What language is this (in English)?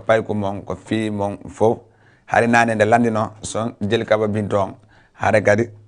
Fula